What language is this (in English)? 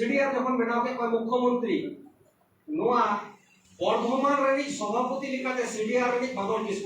Santali